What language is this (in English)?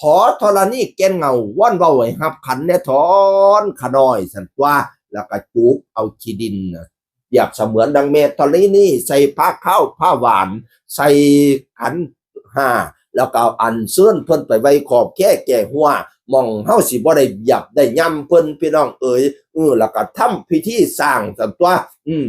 Northeastern Thai